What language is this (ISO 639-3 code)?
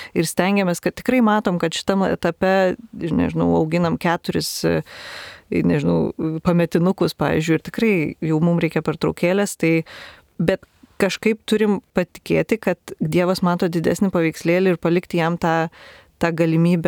lit